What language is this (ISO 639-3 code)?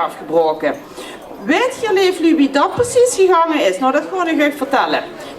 lim